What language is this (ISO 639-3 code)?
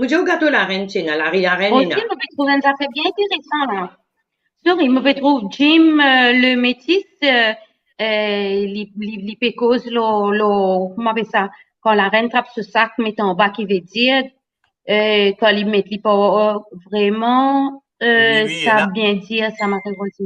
mfe